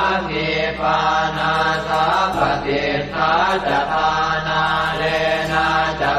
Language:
Pali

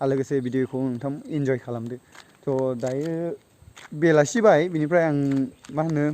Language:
Bodo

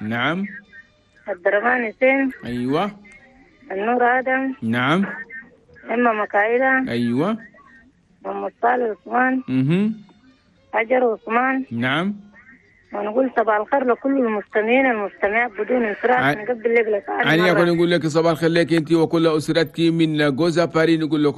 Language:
Chadian Arabic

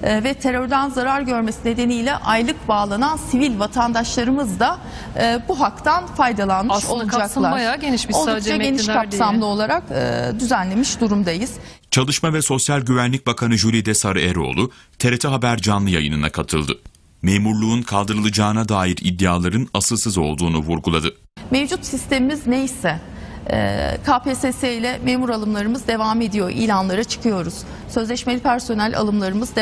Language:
Turkish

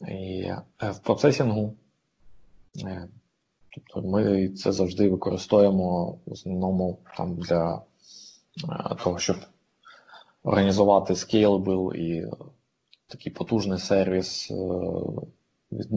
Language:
Ukrainian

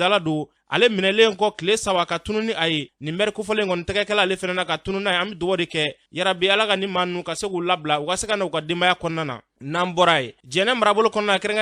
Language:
Bambara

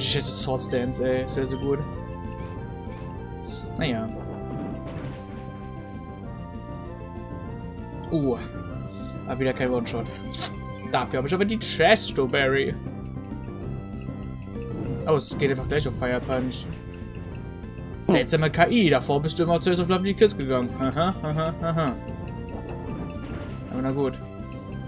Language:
German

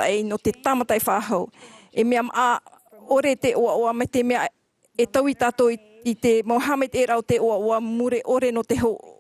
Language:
Tahitian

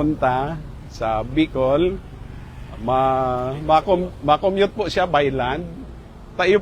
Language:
Bikol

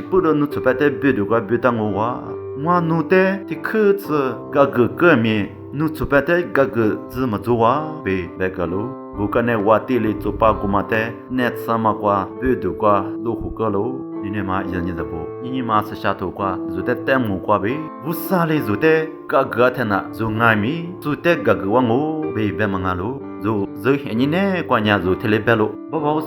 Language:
Lisu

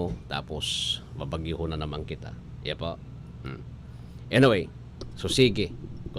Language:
Bikol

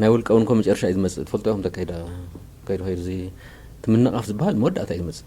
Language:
Tigrinya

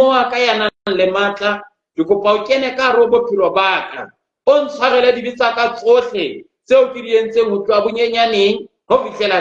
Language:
Southern Sotho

